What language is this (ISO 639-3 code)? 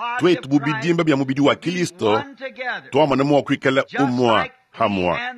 lua